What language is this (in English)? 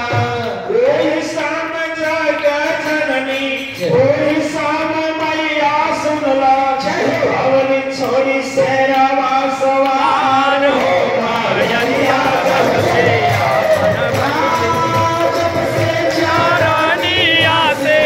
Bhojpuri